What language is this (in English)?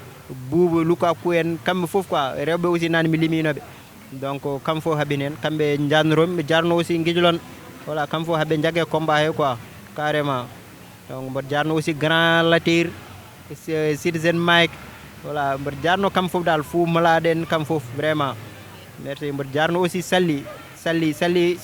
Fula